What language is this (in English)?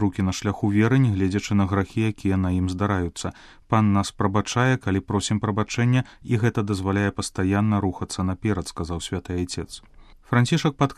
Belarusian